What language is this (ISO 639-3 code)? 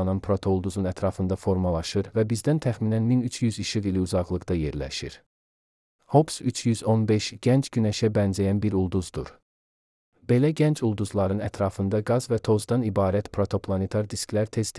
aze